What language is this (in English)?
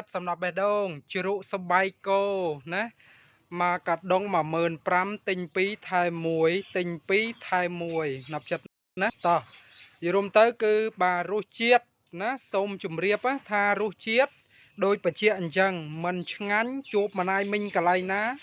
Khmer